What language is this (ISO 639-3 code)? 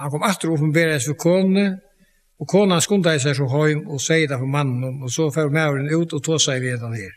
fao